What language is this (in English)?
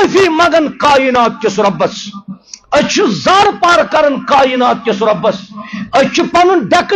Kashmiri